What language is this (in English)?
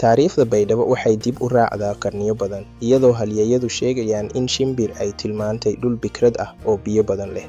Somali